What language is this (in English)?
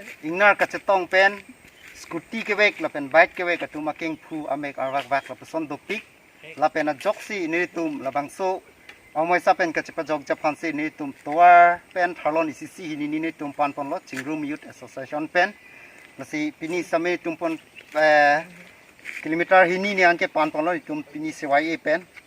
Karbi